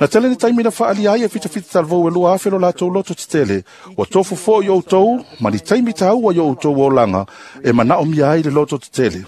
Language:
Samoan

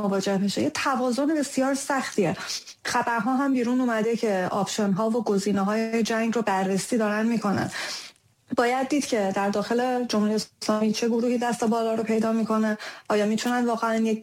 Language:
Persian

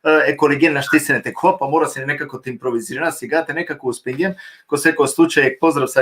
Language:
Balkan Romani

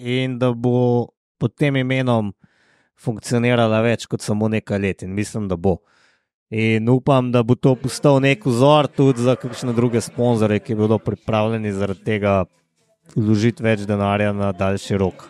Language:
Slovenian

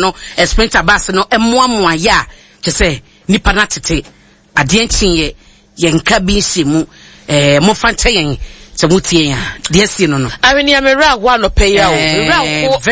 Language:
Akan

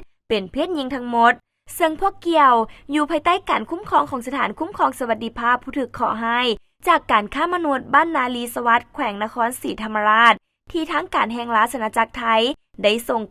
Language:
Lao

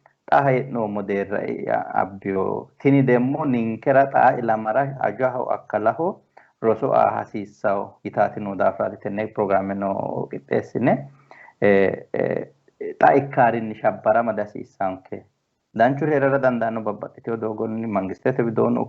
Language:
Sidamo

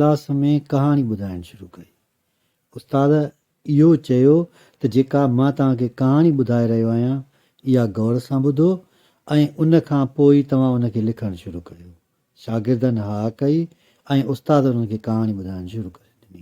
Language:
Sindhi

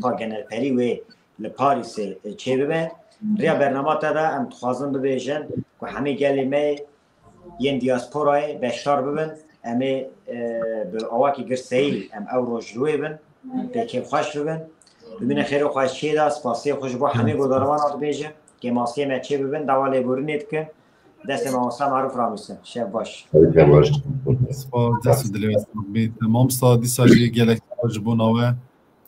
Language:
Kurdish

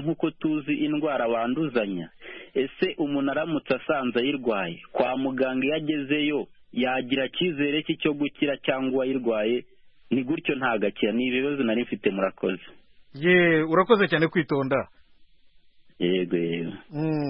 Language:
Kinyarwanda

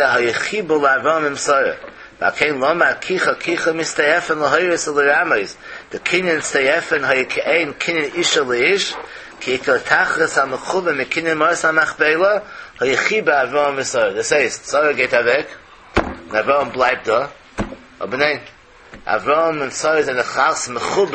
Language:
Yiddish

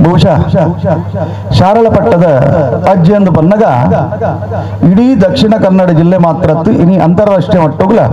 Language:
Kannada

